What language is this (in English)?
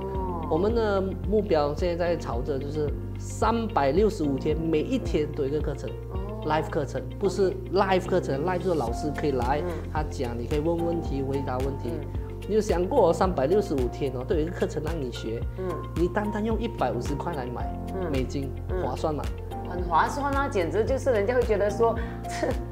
Chinese